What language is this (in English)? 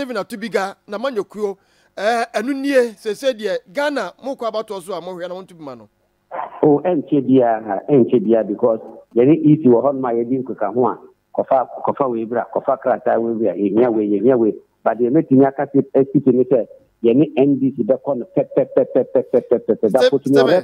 Akan